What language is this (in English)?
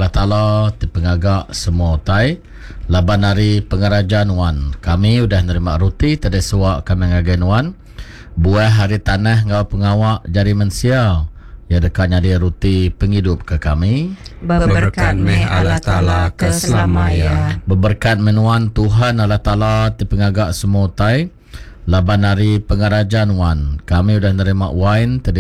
Iban